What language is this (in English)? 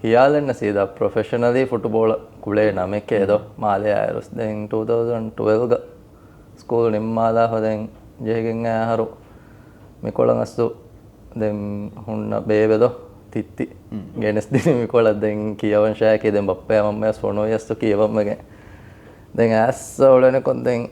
Divehi